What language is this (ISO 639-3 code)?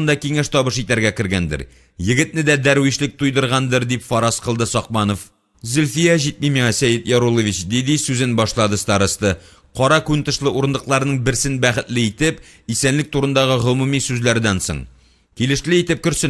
tat